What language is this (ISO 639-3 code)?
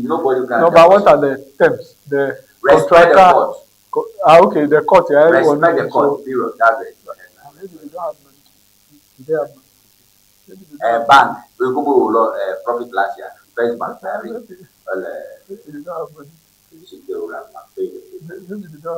ewe